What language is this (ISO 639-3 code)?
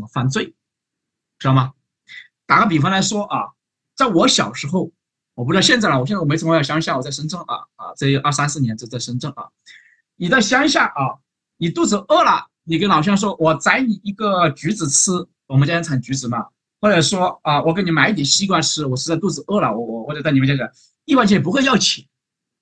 zho